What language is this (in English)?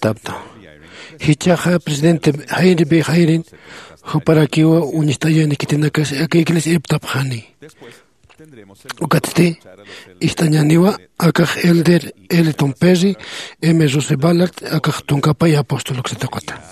Aymara